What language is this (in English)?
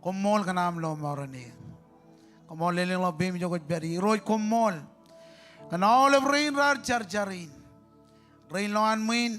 Marshallese